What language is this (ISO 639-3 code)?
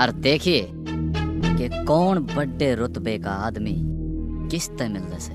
bgc